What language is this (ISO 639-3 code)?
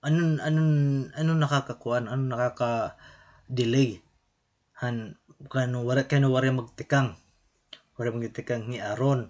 war